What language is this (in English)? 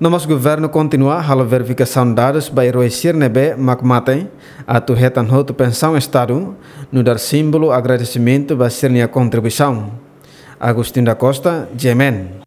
Tetum